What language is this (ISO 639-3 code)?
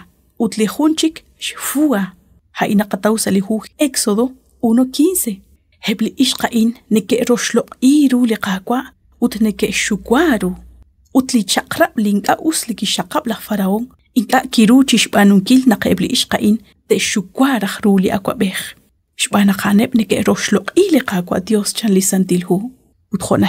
kek